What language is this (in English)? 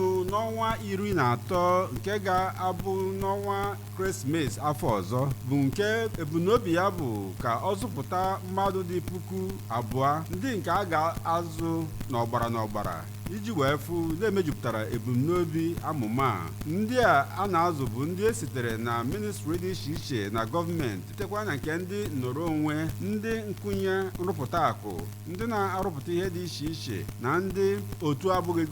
Igbo